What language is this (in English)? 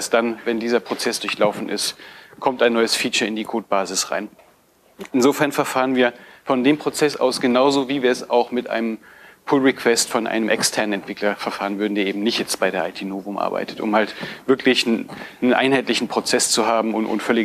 German